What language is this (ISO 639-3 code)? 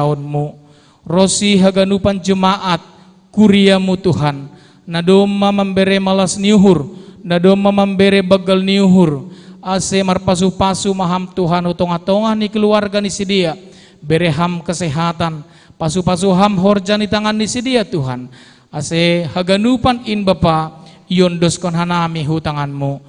bts